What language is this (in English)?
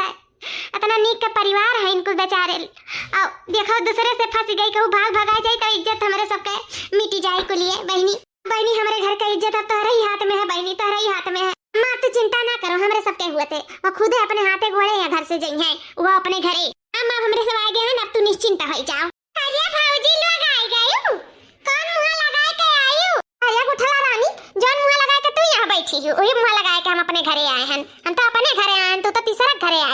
Awadhi